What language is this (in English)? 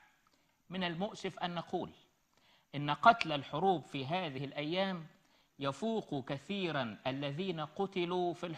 Egyptian Arabic